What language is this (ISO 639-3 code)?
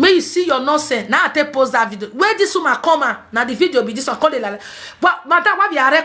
pcm